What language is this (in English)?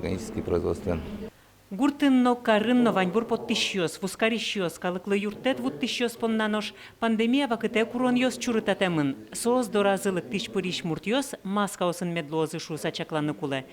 Udmurt